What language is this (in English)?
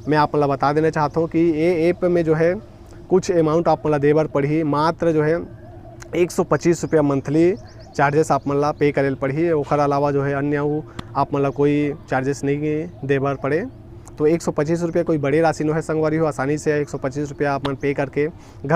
Chhattisgarhi